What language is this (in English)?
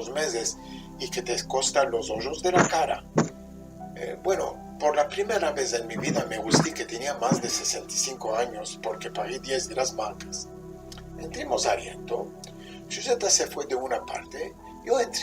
Ladino